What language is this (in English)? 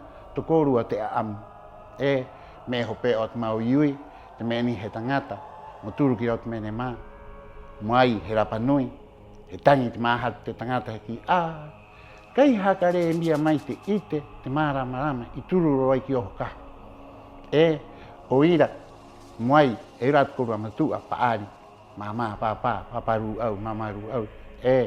Rapanui